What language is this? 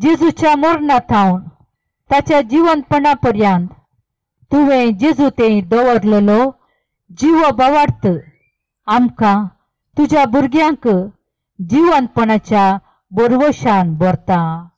Konkani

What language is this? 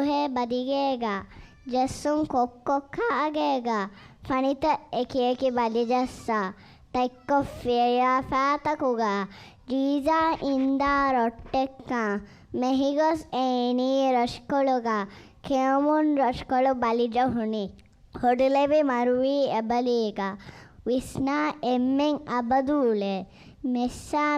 Divehi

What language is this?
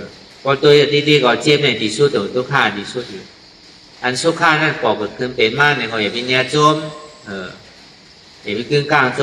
Shan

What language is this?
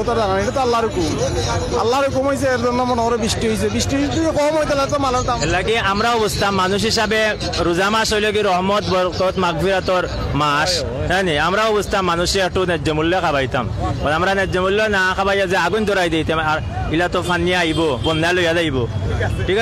Sylheti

